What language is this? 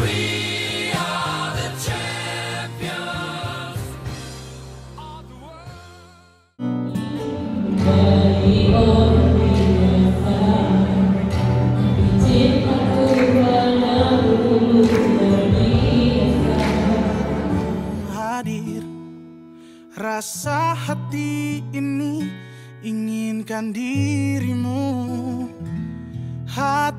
Malay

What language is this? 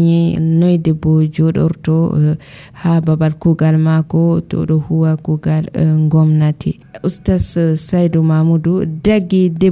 Nigerian Fulfulde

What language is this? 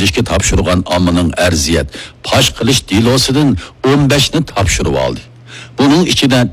Uyghur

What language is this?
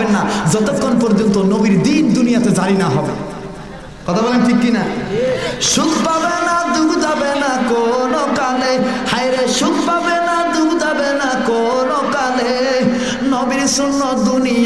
Bangla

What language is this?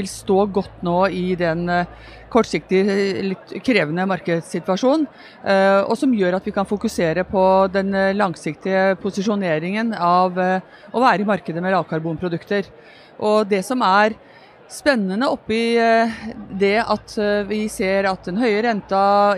Norwegian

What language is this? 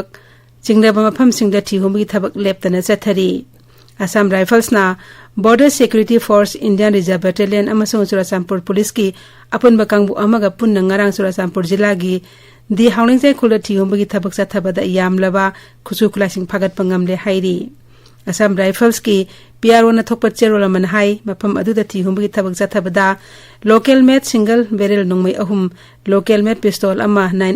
Manipuri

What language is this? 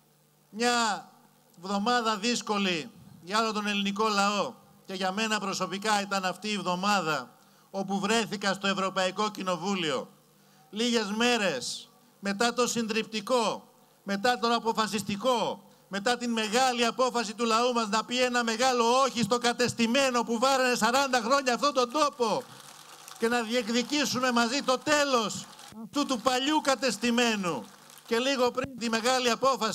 Greek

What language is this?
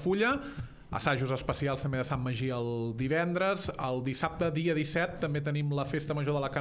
Catalan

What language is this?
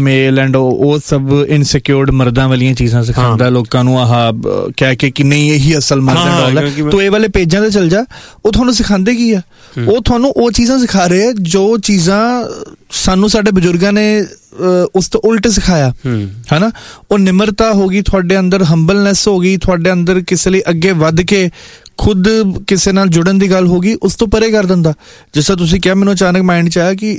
Punjabi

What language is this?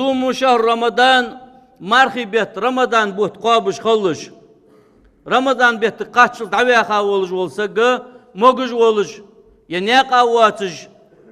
Ingush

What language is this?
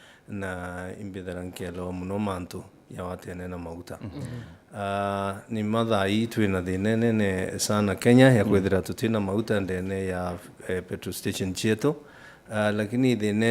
Meru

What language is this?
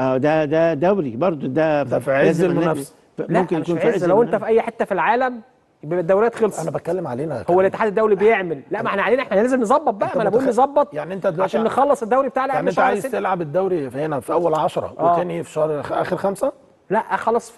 Egyptian Arabic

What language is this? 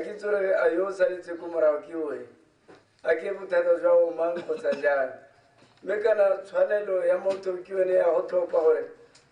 Tswana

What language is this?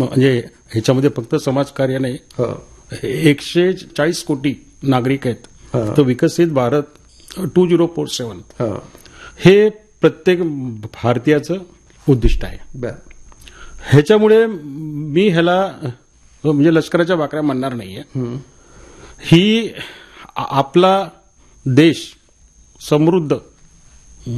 Marathi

